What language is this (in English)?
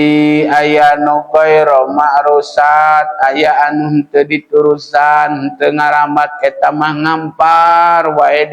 Sundanese